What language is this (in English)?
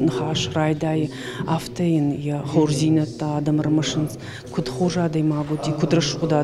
Ossetic